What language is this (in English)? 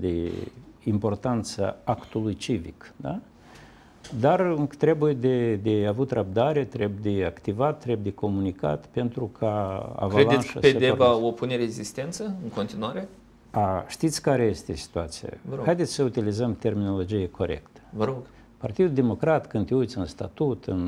Romanian